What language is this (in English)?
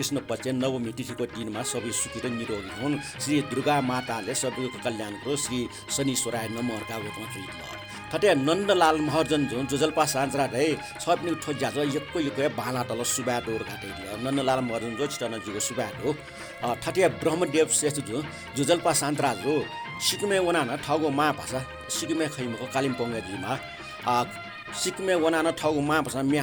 Newari